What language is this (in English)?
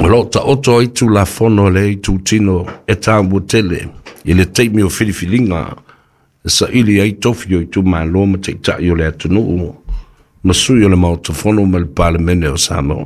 Samoan